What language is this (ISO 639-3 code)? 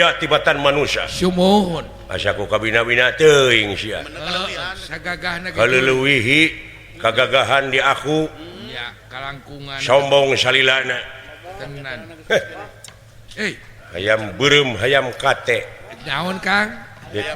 sun